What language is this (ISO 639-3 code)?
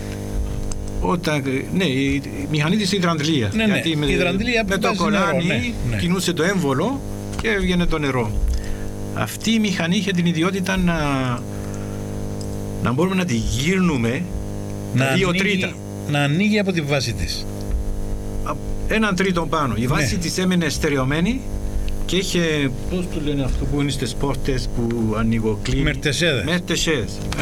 ell